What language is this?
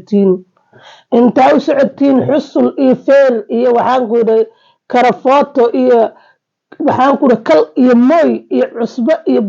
Somali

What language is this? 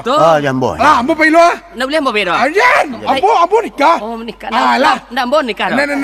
Minangkabau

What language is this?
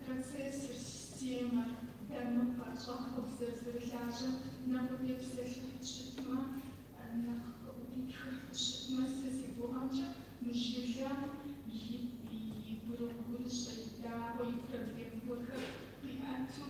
Kabardian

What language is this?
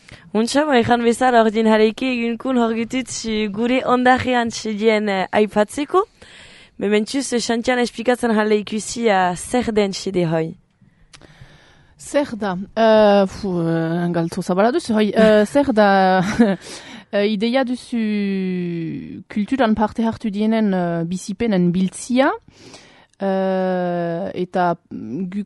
Basque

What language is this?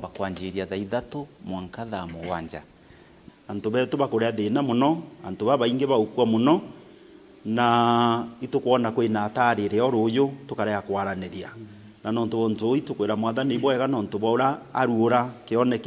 Meru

